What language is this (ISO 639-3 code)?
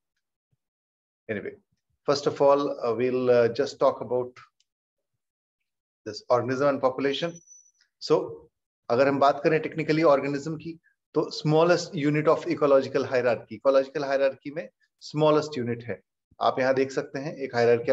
hin